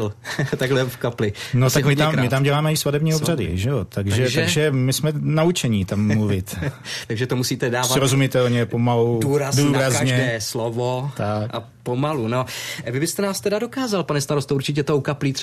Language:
Czech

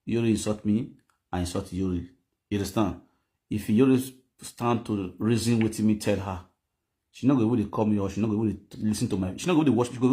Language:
Nigerian Pidgin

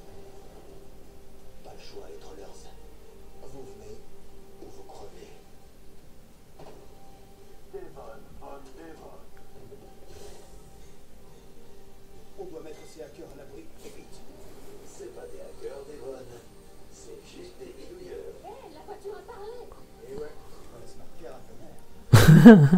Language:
French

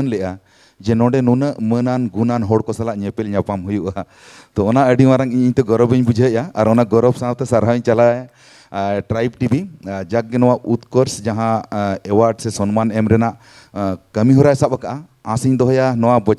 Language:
Santali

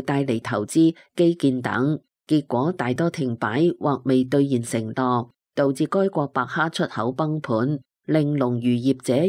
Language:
Cantonese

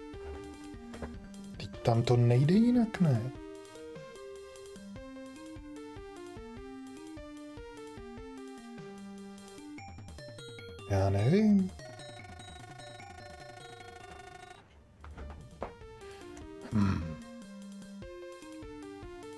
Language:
Czech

